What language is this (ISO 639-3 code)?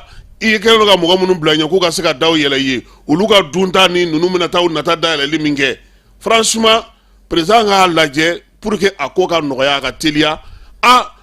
bam